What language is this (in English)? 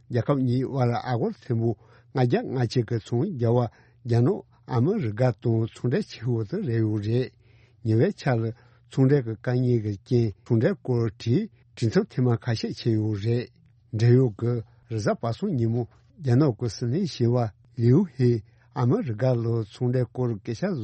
Tibetan